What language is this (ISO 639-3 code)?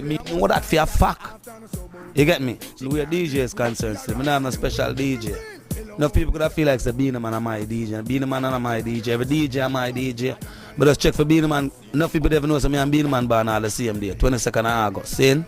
jam